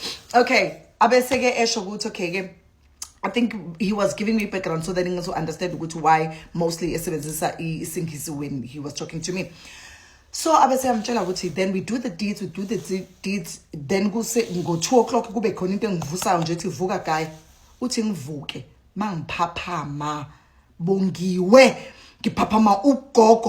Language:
Zulu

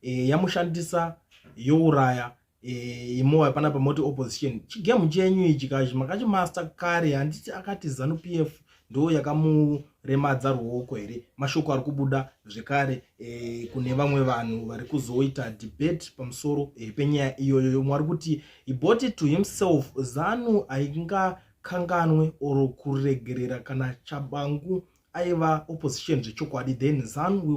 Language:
Shona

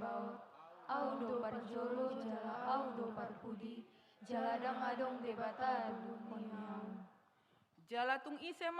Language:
Batak Toba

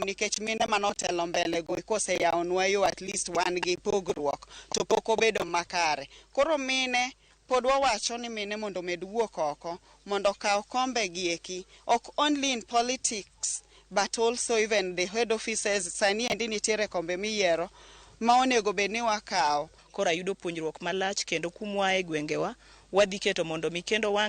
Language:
Luo (Kenya and Tanzania)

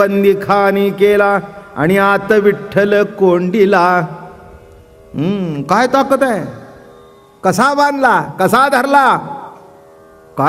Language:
Marathi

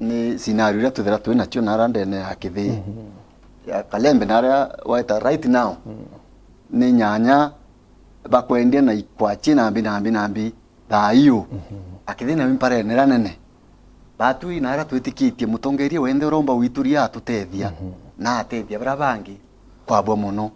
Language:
Meru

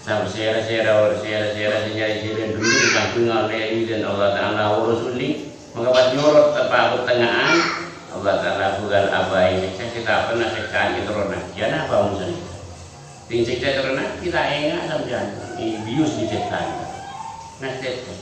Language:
Madurese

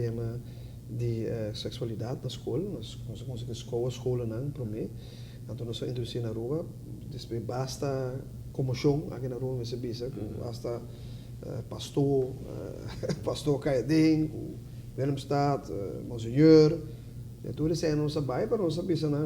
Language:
Papiamento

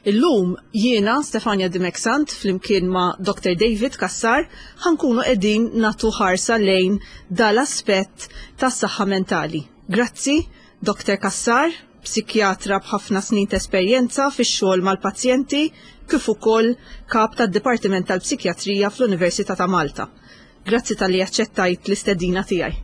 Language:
Maltese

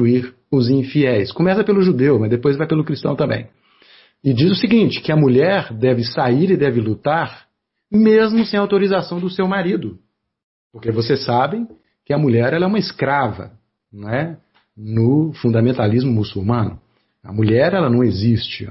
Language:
Portuguese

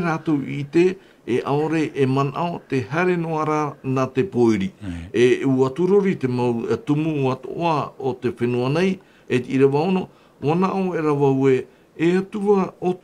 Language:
Tahitian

